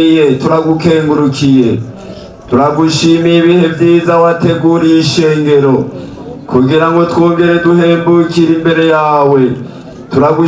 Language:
Rundi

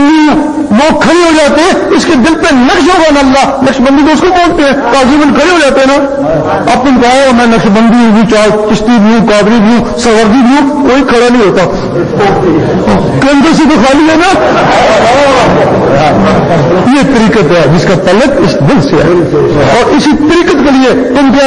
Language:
Urdu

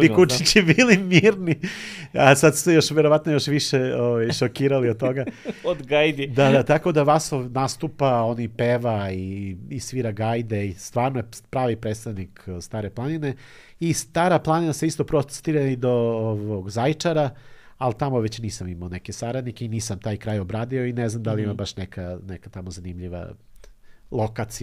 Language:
Serbian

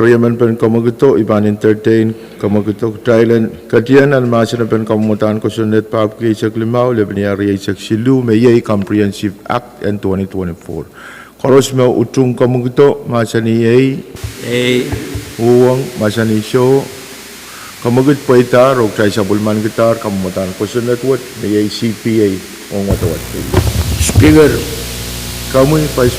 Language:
Pohnpeian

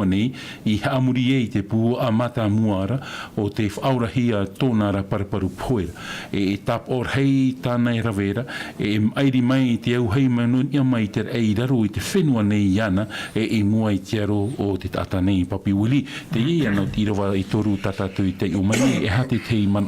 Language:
Tahitian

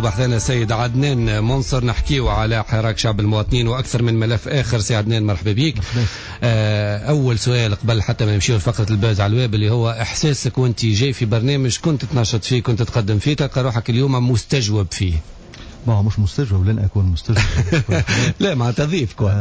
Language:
Tunisian Arabic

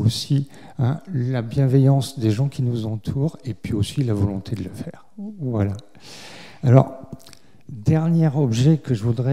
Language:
French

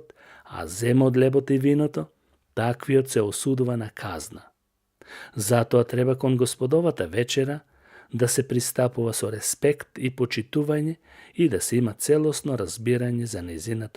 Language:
Macedonian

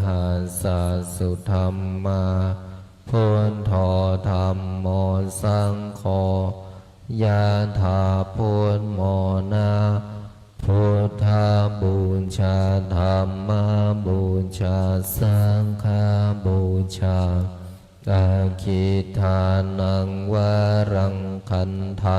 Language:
Pali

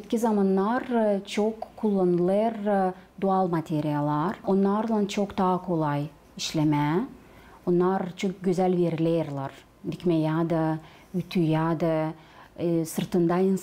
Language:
Gagauz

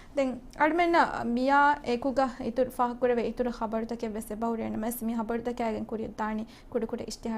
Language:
Divehi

